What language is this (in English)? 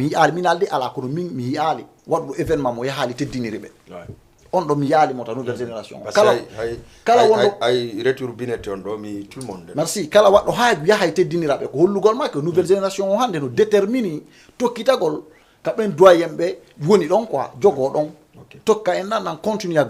Fula